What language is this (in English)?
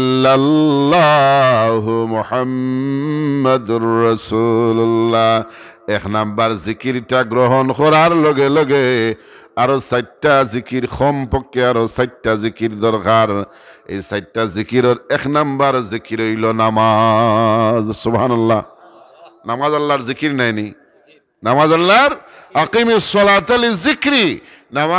Sylheti